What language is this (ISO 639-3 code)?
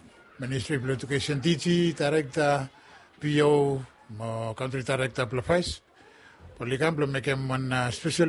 bis